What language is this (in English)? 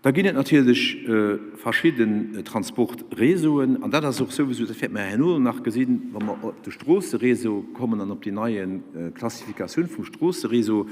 Luxembourgish